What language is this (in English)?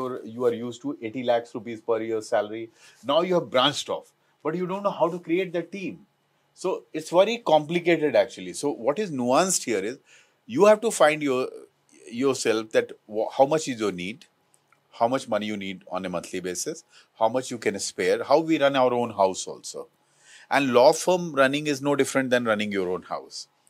English